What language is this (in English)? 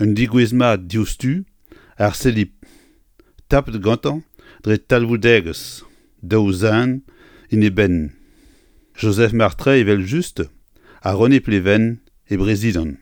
Breton